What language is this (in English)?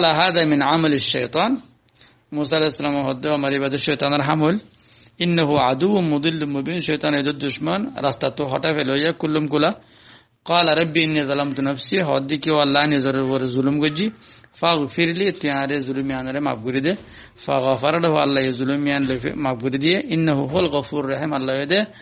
Rohingya